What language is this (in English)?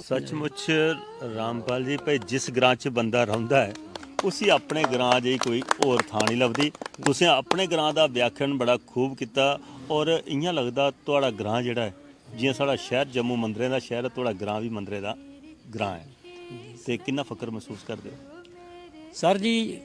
Dogri